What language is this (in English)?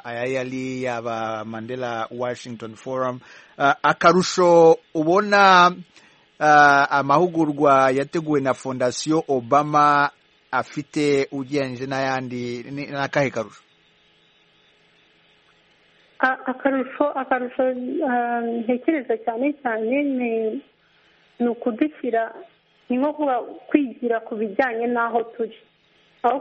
Kinyarwanda